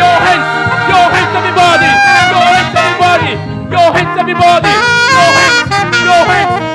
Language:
Ewe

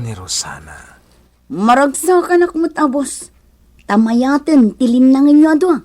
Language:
Iloko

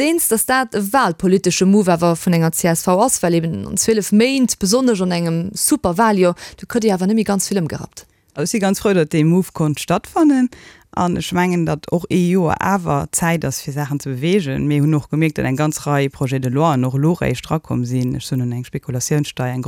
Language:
Luxembourgish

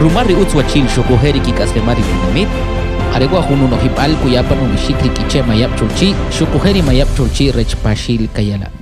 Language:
Kʼicheʼ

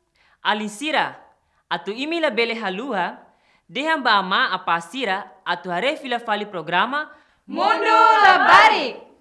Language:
Tetum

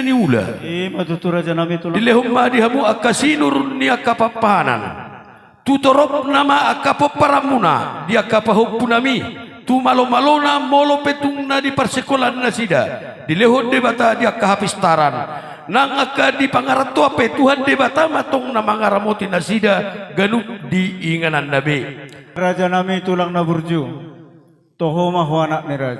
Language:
Batak Toba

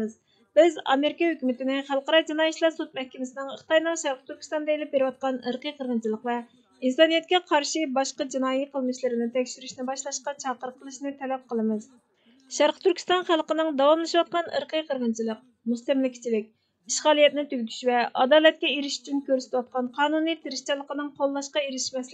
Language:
Uyghur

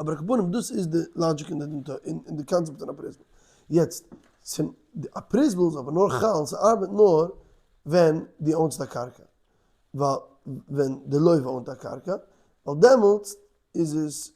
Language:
Yiddish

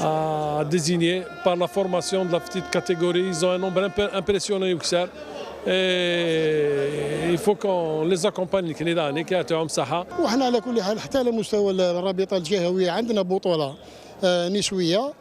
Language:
Kabyle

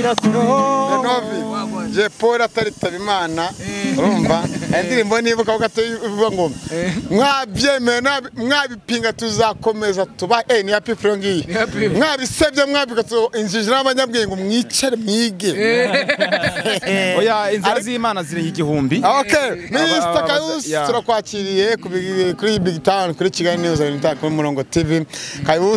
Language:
Kinyarwanda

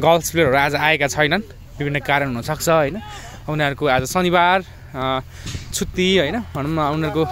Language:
Nepali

